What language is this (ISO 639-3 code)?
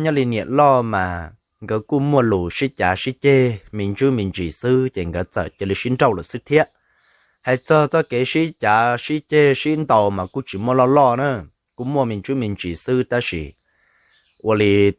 hmn